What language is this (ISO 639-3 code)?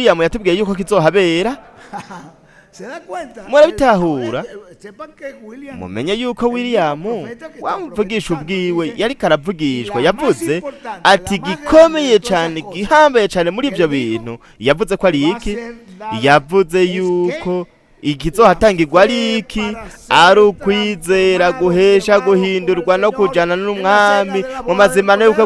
run